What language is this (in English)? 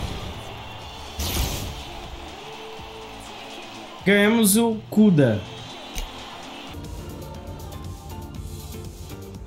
Portuguese